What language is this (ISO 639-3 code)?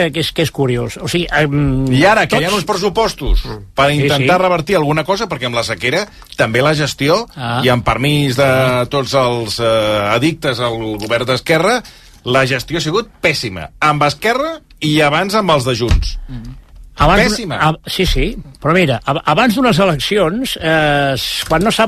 cat